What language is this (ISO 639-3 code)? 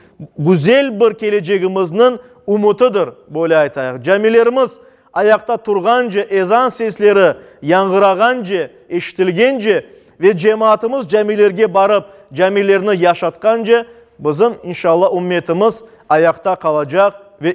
crh